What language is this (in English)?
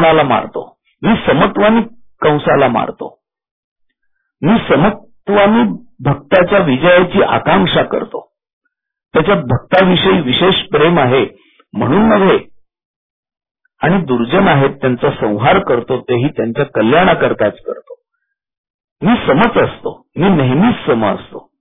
Marathi